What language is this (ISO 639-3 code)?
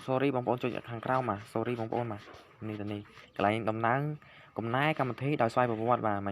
khm